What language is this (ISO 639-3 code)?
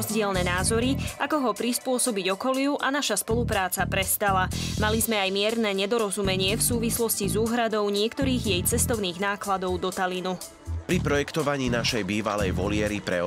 slk